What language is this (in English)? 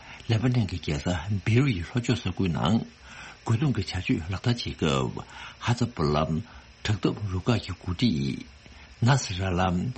Tibetan